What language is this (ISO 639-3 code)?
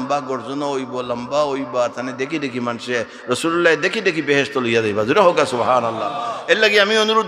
syl